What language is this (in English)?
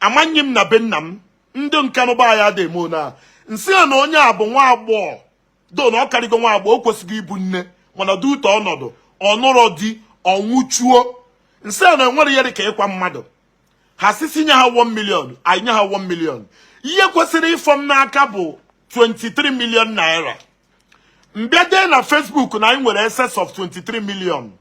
Igbo